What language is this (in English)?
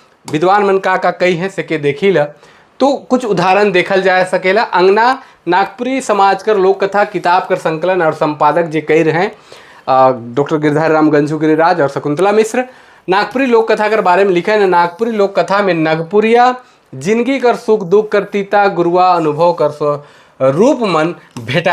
Sadri